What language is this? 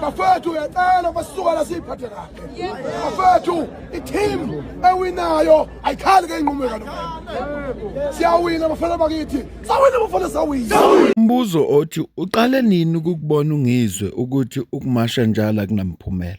Zulu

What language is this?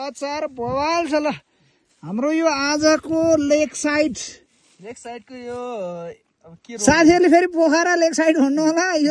Nepali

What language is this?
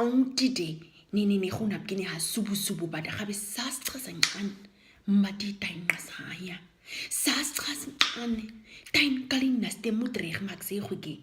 Nama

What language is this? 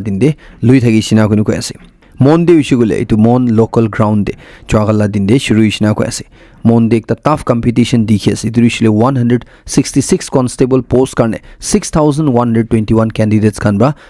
Naga Pidgin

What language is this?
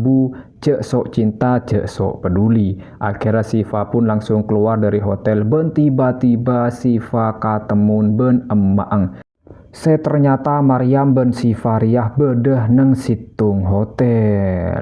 Madurese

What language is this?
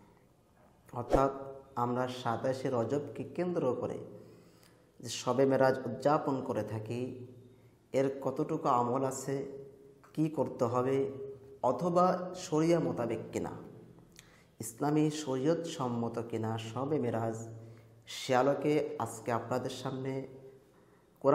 Bangla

